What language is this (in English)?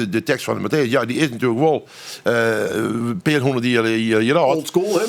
Western Frisian